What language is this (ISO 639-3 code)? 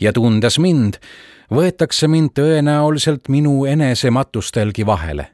est